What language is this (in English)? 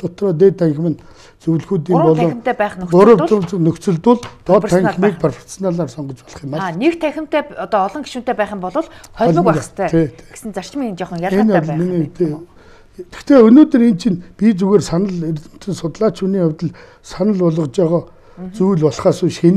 Mongolian